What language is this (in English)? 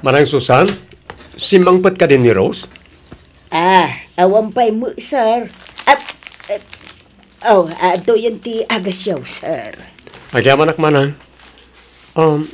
Iloko